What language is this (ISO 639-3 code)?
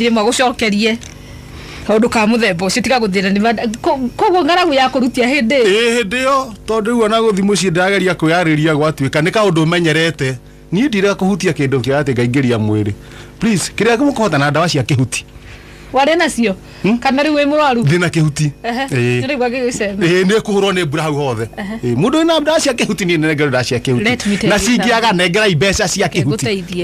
kik